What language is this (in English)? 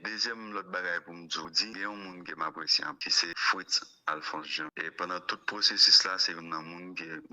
Haitian Creole